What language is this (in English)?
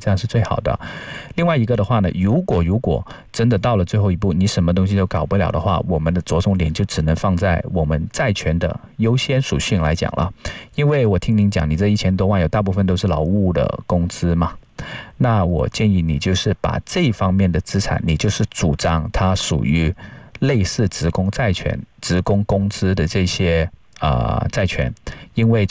Chinese